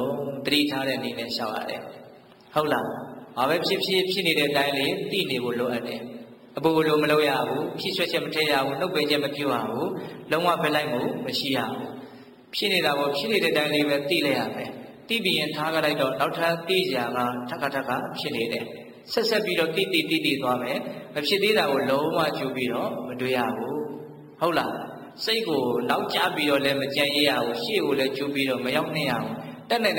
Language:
Burmese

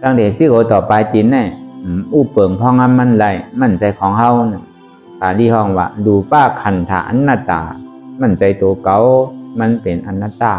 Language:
Shan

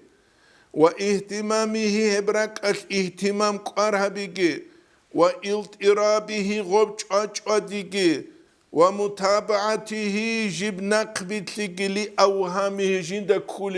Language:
Avaric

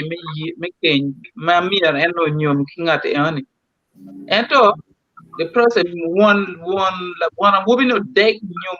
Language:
Acoli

